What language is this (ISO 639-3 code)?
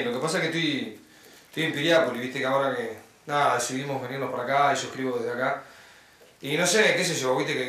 spa